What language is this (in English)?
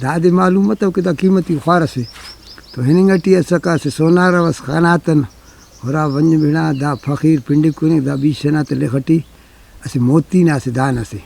Brahui